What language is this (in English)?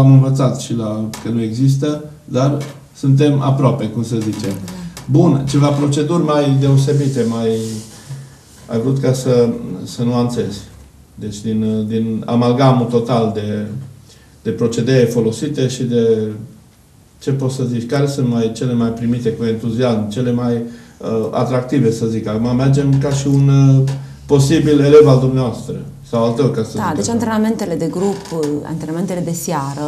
Romanian